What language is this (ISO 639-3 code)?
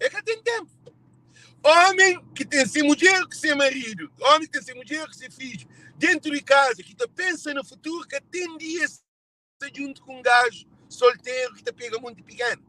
kea